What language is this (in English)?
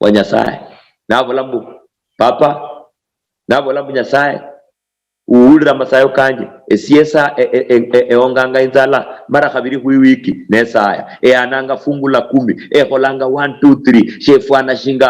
Luyia